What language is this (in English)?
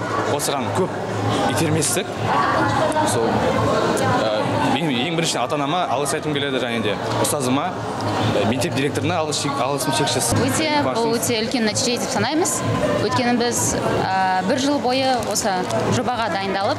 Kazakh